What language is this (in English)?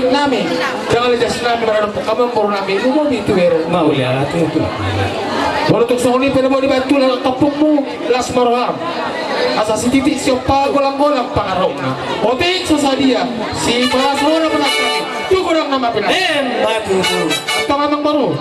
Batak Toba